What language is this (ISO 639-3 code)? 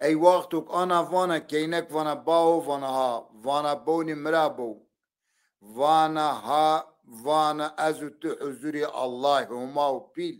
zza